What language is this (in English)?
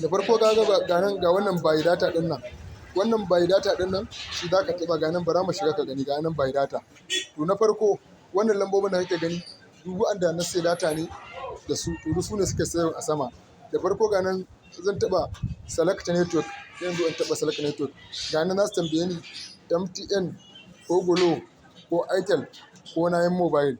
Hausa